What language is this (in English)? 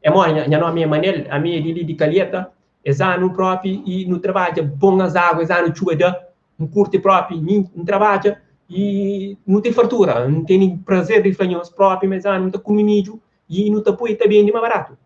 Kabuverdianu